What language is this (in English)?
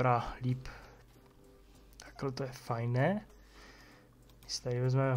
Czech